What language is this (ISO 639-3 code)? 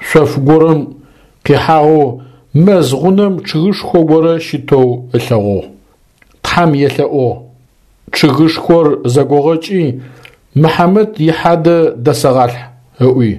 ady